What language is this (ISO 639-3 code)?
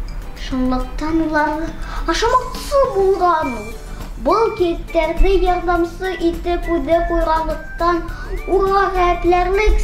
bak